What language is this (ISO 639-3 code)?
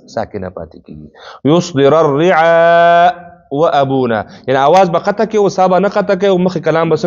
pus